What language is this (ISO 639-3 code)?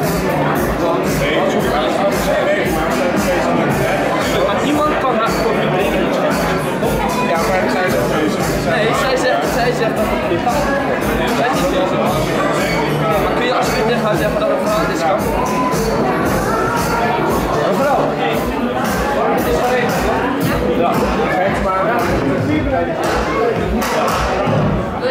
nld